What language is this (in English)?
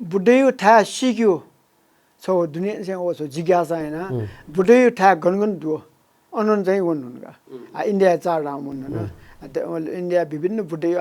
Newari